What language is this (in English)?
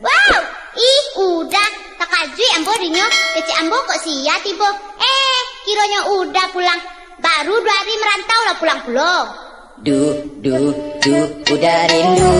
Minangkabau